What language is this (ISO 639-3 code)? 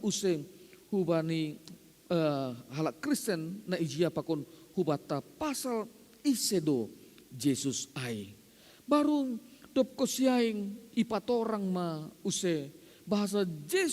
bts